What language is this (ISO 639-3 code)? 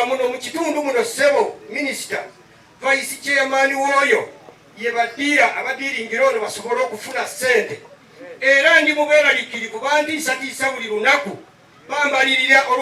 lug